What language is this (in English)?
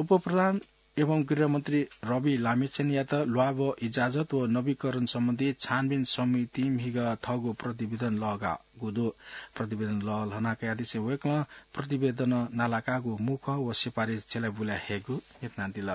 Newari